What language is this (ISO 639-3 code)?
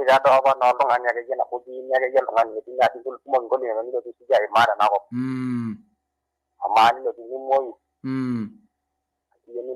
mas